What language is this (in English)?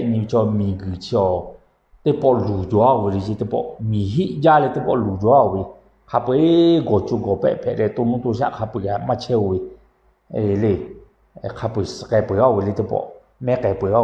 Lahu